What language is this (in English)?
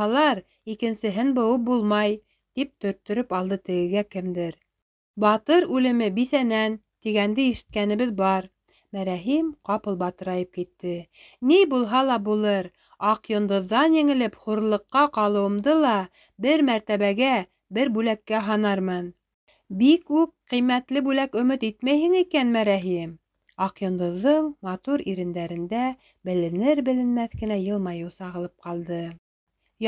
Bashkir